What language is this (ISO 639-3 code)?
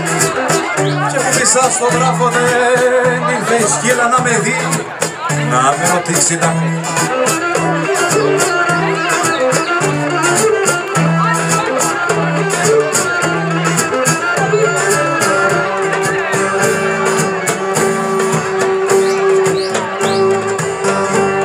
ell